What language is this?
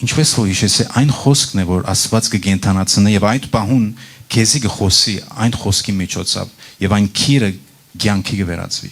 Western Armenian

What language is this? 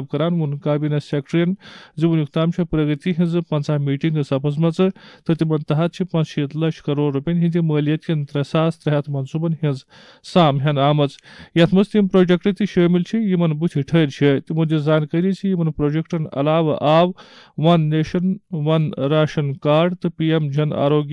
Kashmiri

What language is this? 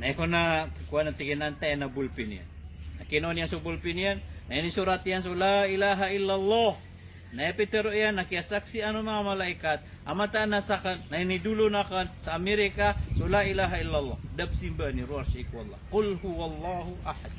Maranao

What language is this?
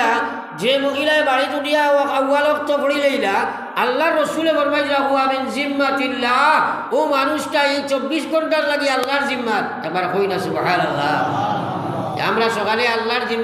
Sylheti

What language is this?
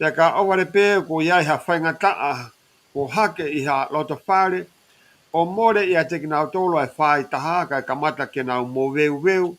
Tongan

